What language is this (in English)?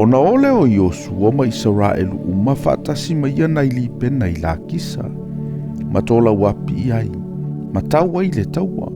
Samoan